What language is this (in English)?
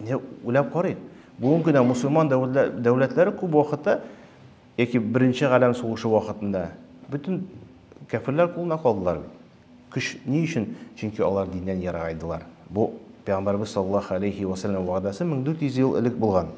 Tatar